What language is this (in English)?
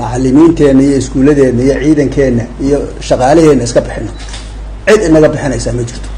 Somali